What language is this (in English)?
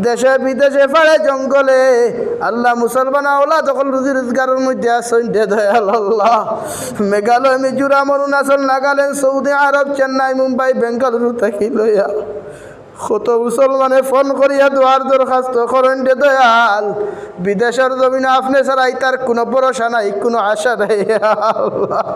Sylheti